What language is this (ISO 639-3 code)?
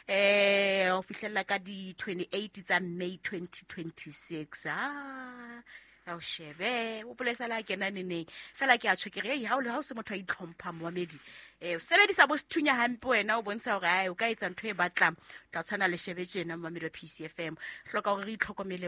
sot